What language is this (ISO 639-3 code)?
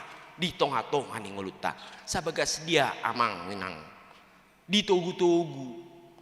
bbc